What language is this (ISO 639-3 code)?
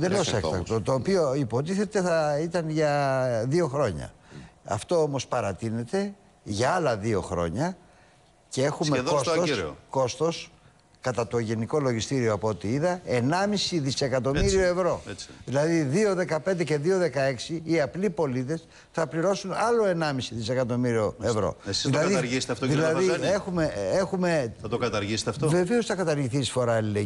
ell